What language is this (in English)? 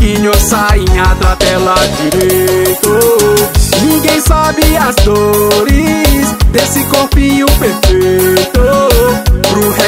Portuguese